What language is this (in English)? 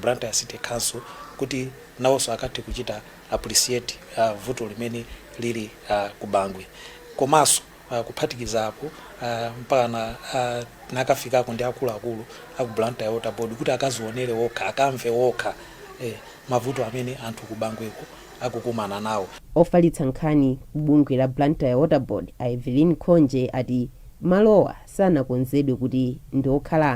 Nyanja